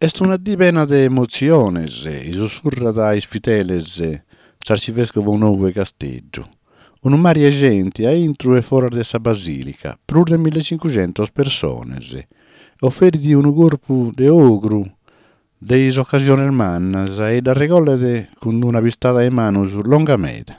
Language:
Sardinian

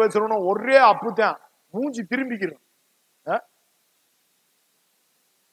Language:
Tamil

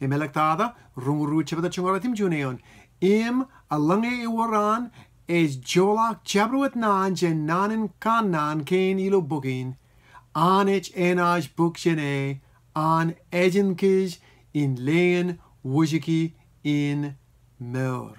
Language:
Marshallese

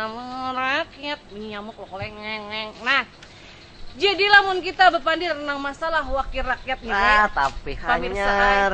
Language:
Banjar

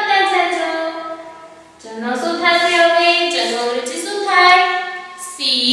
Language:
Gujarati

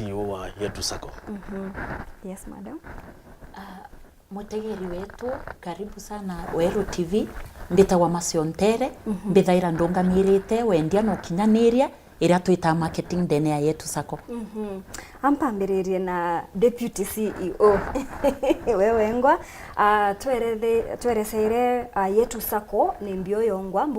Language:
Meru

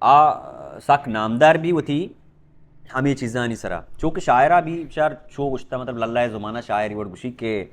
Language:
Baluchi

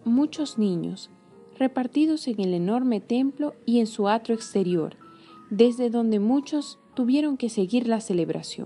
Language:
Spanish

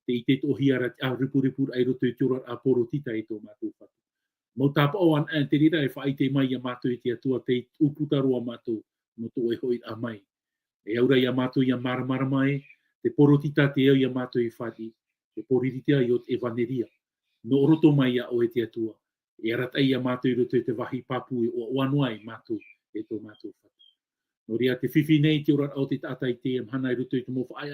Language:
Tahitian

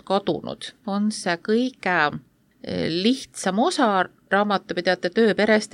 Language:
Estonian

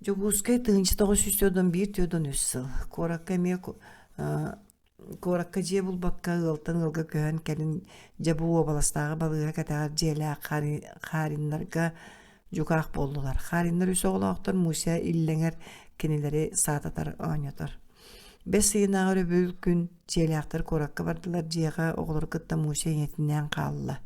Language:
Yakut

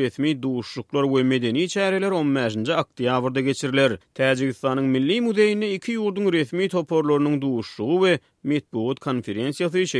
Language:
Turkmen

